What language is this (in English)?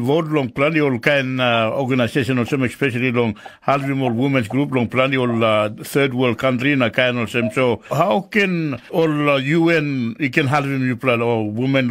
Tok Pisin